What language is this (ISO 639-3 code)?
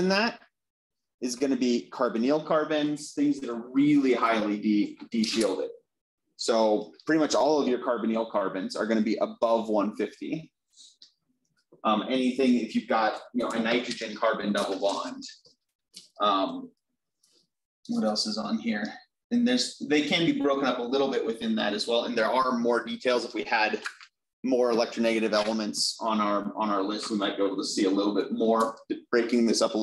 eng